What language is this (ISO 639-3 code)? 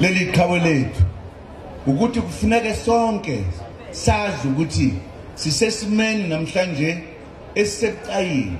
zul